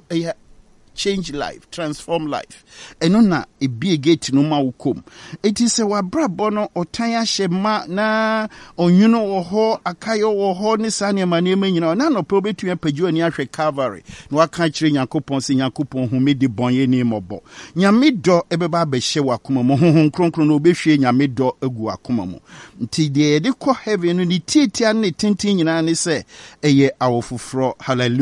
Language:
Akan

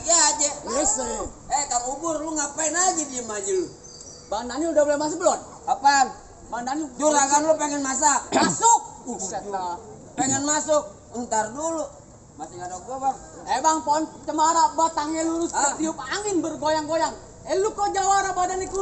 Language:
Betawi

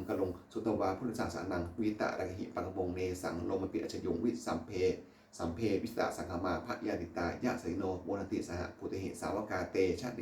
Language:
Pali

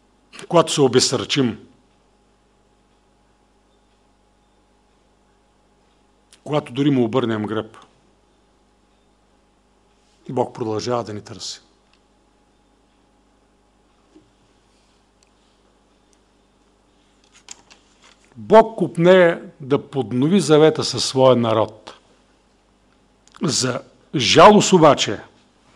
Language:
Bulgarian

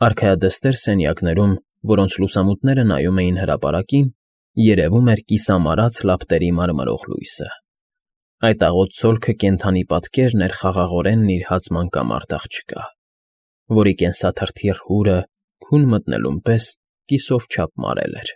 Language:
Armenian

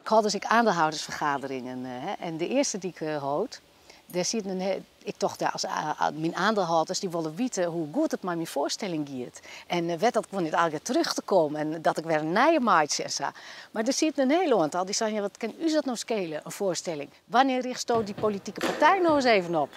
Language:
Western Frisian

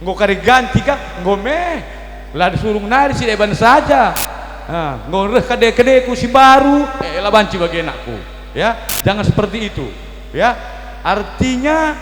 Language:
Batak Karo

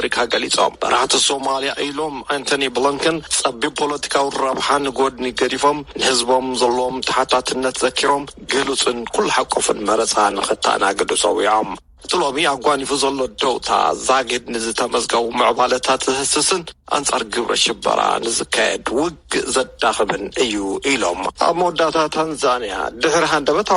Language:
Tigrinya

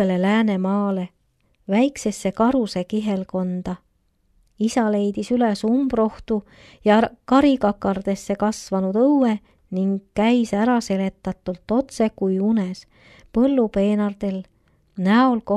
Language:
Estonian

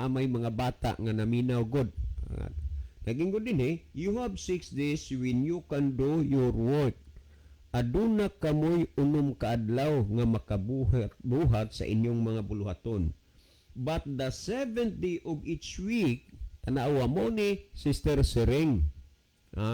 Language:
Cebuano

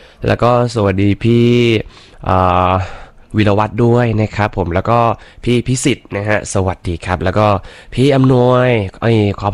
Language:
Thai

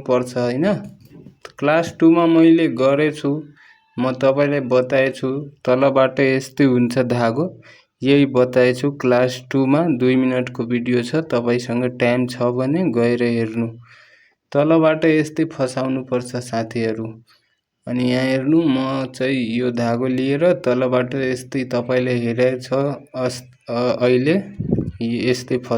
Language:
Nepali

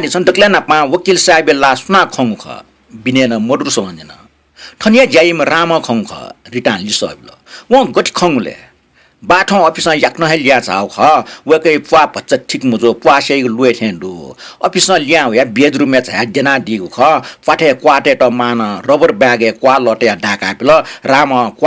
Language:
Newari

